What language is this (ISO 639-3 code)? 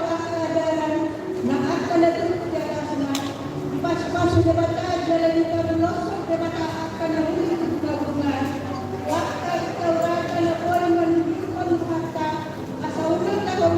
bbc